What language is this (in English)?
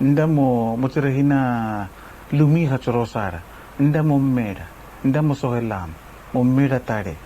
Araki